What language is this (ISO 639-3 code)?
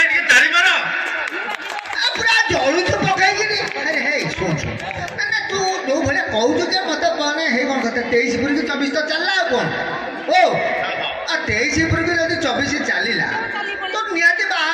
ori